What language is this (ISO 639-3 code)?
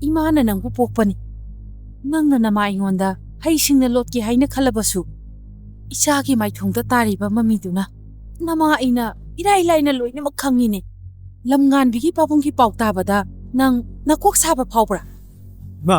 mni